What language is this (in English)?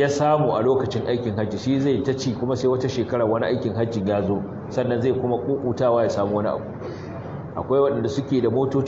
Hausa